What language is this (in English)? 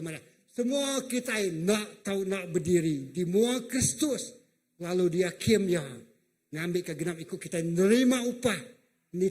Iban